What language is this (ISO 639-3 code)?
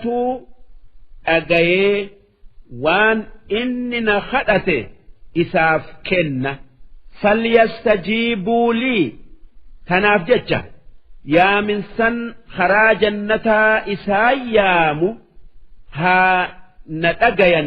orm